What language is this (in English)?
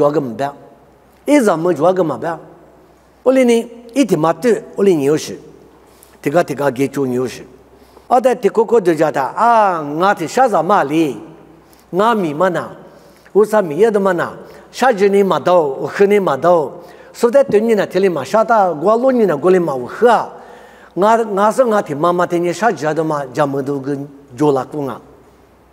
Lisu